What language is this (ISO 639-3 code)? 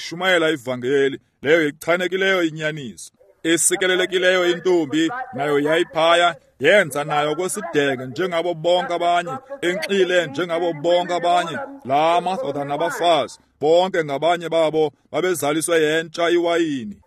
xho